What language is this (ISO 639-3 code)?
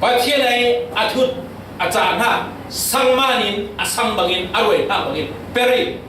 cfm